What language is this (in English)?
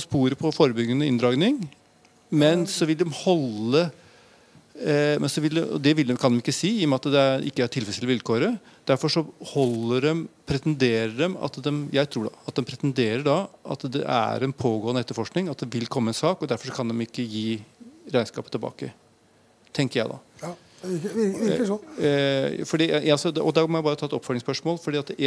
Norwegian